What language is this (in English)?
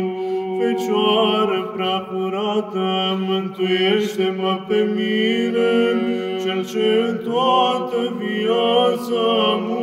Romanian